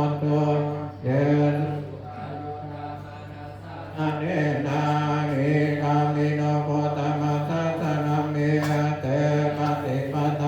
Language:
Pali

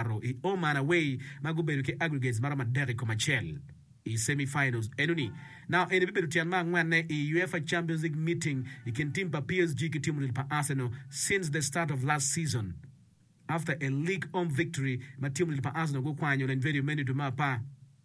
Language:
Acoli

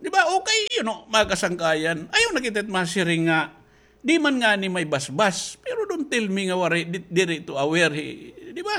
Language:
Waray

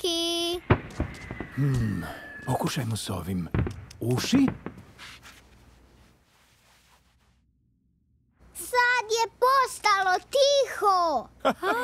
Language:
Croatian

